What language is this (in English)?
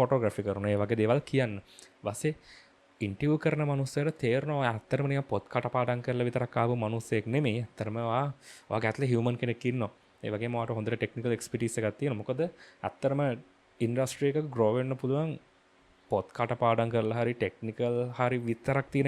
Sinhala